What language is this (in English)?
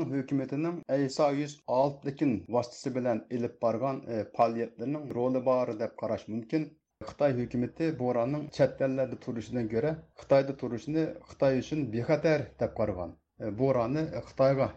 Uyghur